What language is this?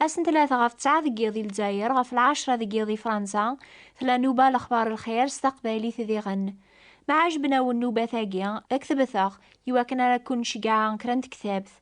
Kabyle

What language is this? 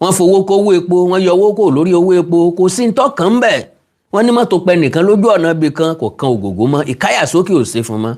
Yoruba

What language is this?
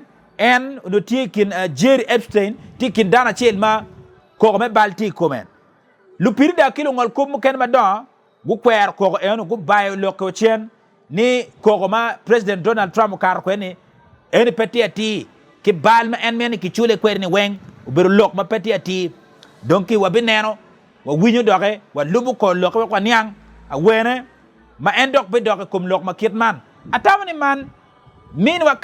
Acoli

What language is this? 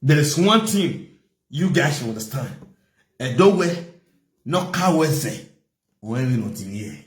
Nigerian Pidgin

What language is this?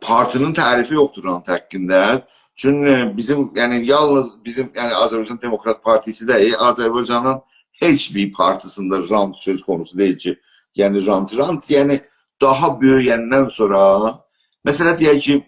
South Azerbaijani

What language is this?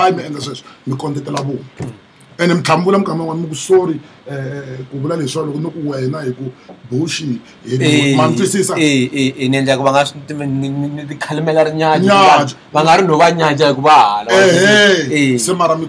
Tsonga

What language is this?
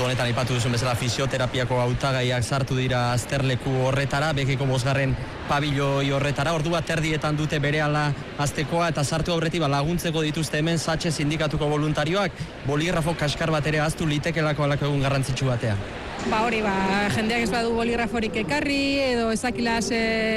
Basque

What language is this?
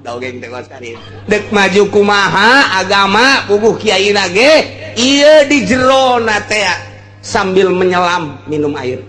Sundanese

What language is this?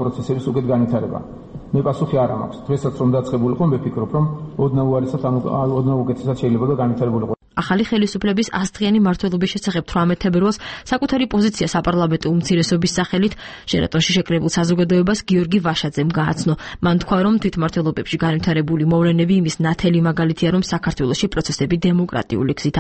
Georgian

